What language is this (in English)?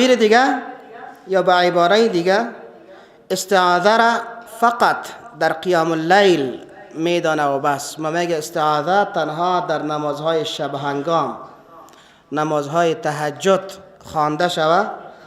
Persian